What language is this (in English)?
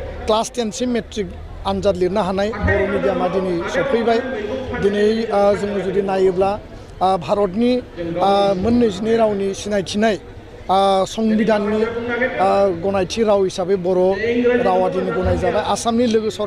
Bodo